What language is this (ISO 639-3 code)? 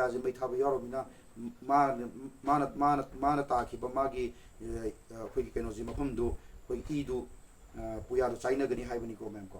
mni